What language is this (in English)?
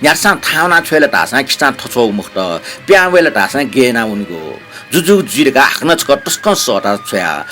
Newari